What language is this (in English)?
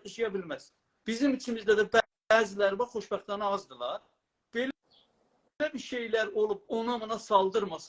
South Azerbaijani